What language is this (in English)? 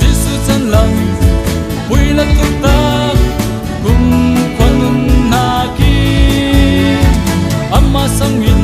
Falam Chin